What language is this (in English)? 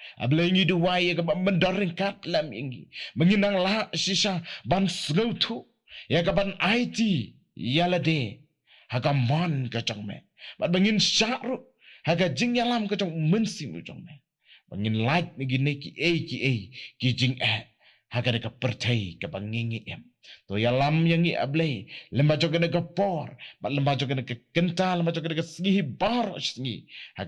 Khasi